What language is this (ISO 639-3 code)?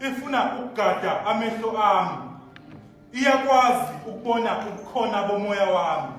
zul